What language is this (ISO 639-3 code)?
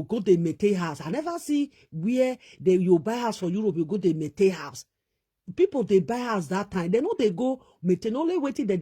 pcm